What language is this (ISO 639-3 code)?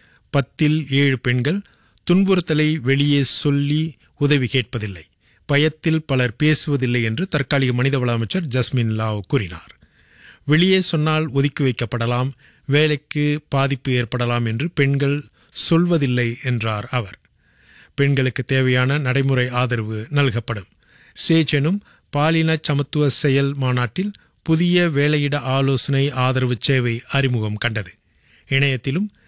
tam